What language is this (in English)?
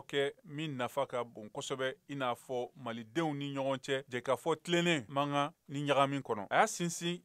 Bambara